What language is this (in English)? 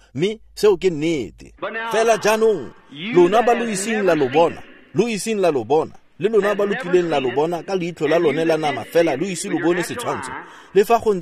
Tswana